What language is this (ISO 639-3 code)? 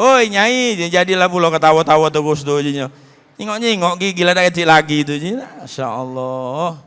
mui